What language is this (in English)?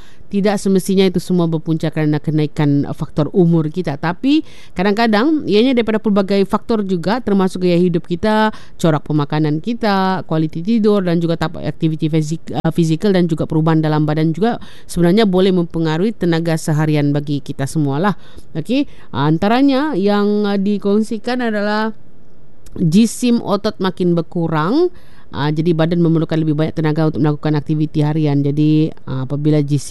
Malay